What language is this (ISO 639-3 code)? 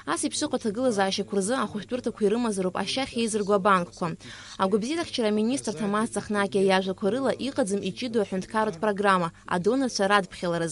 abk